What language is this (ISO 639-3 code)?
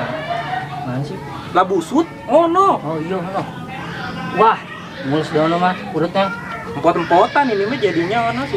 bew